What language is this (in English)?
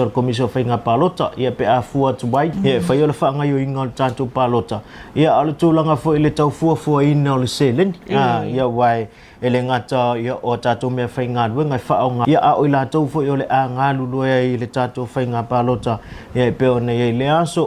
Samoan